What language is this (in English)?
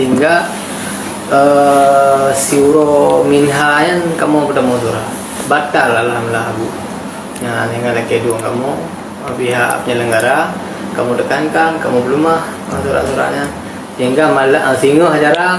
Achinese